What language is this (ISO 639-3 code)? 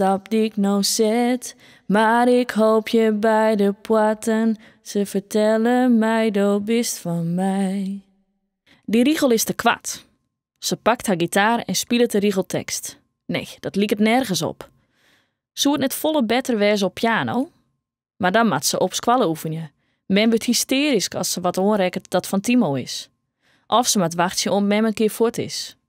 fry